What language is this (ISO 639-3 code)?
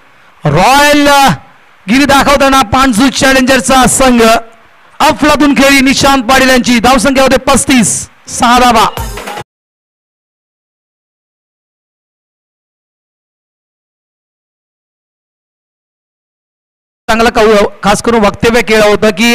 mar